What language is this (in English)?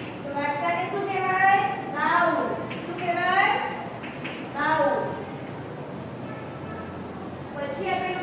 Gujarati